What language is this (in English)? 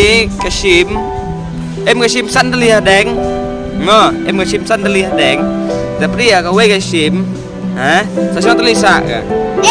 Khasi